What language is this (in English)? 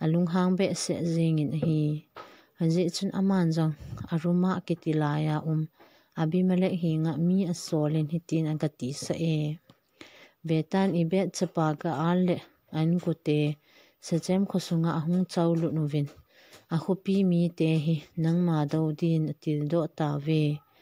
Thado Chin